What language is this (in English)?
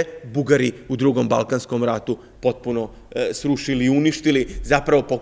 Serbian